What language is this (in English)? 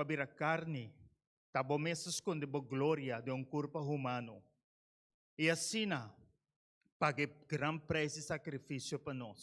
Papiamento